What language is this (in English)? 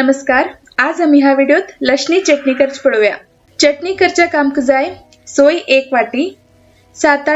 Konkani